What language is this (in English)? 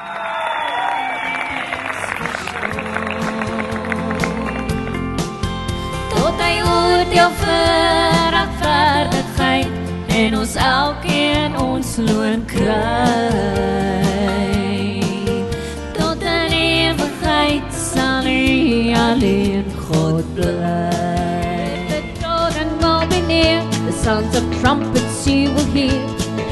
Afrikaans